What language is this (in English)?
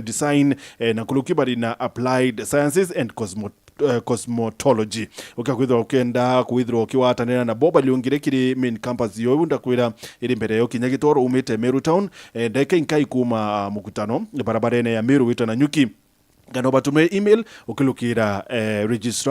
Meru